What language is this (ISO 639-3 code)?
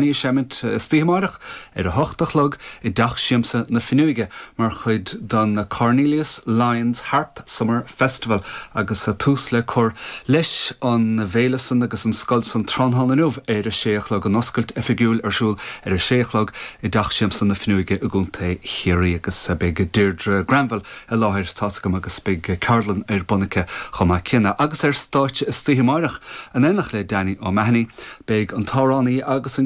gle